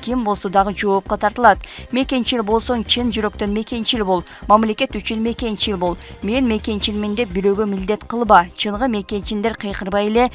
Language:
Kyrgyz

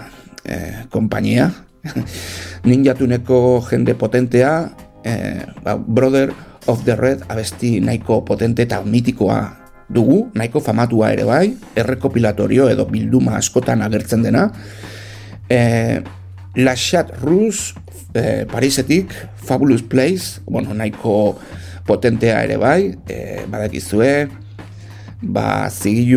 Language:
Basque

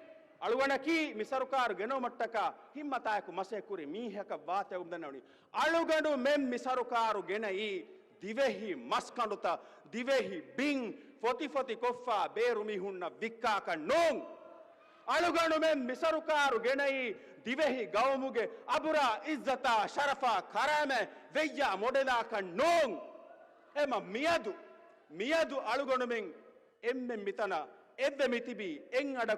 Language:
Divehi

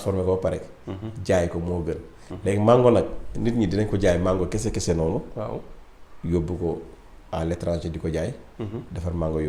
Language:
Wolof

